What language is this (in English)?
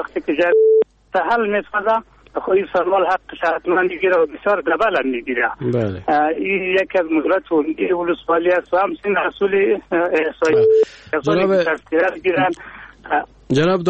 Persian